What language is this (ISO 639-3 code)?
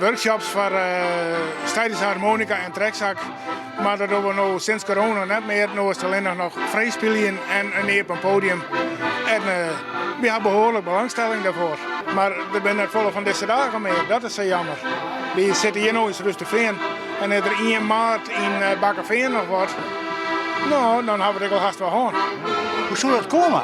fry